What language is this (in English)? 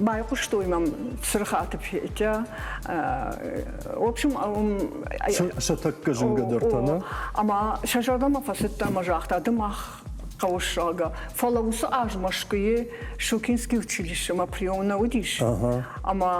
Ossetic